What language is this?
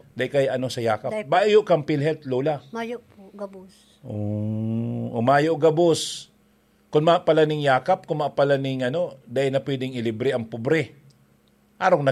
Bikol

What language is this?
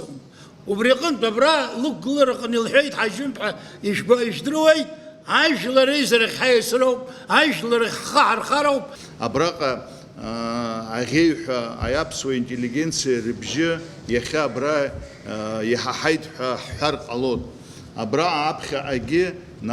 Abkhazian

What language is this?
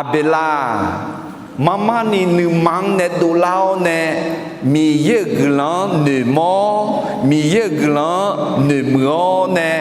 Akha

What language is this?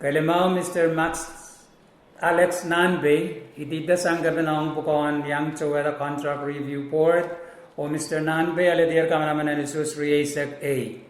Pohnpeian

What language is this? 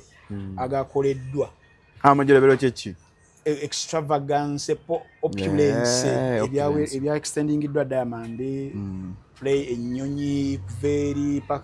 Ganda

